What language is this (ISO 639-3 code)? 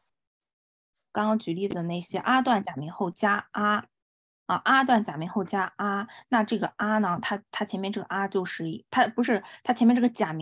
zho